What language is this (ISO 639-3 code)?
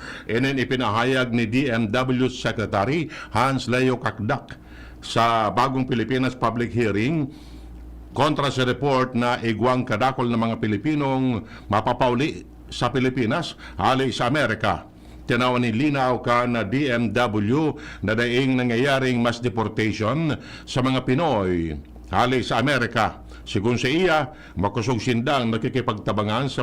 bik